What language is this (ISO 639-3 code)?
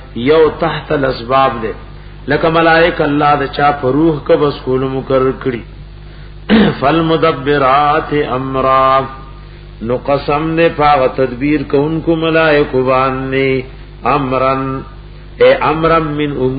pus